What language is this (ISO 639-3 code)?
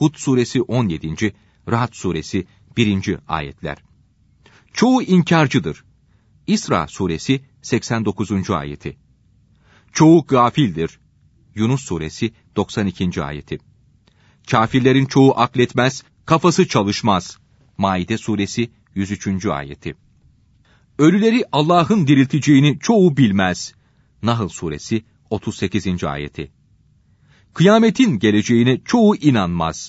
tur